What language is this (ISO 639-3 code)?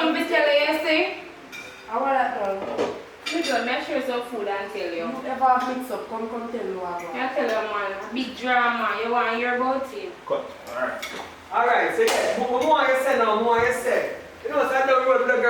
jam